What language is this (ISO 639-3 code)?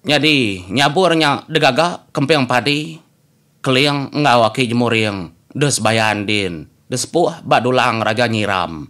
iba